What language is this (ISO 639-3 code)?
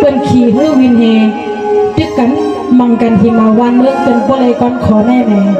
shn